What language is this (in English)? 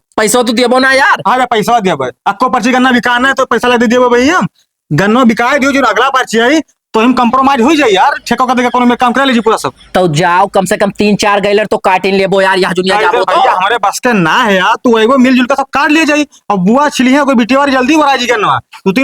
Awadhi